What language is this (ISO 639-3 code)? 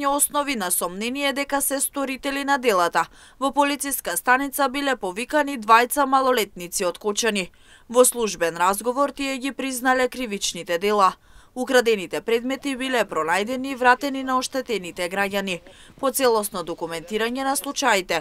mkd